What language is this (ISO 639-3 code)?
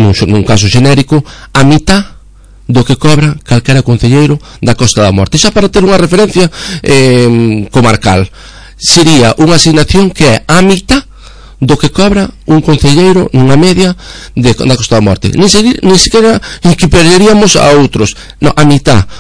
glg